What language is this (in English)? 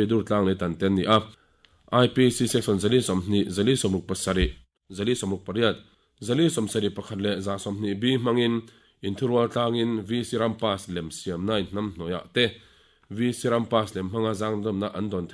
Mizo